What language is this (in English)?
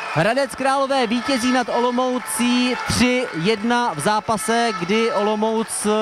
Czech